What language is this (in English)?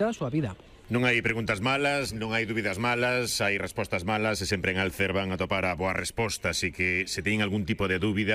Galician